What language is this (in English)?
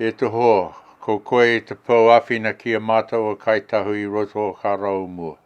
Māori